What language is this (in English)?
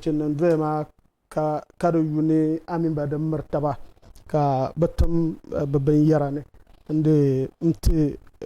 Dagbani